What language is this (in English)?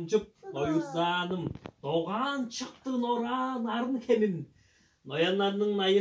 Tuvinian